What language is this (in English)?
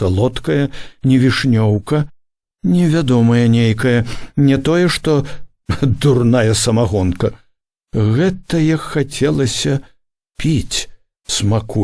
Belarusian